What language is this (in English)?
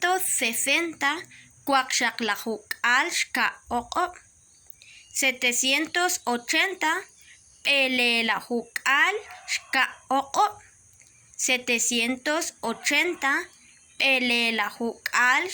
Kekchí